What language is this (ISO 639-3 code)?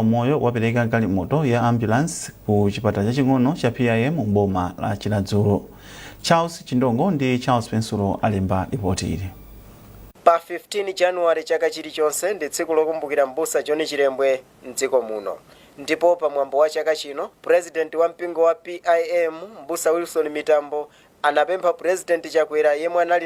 nya